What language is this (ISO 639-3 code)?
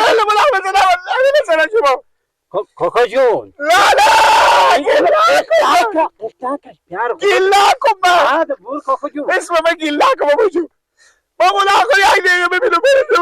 fas